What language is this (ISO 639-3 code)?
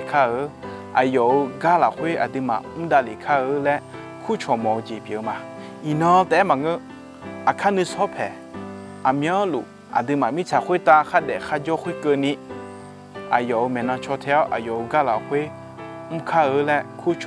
ahk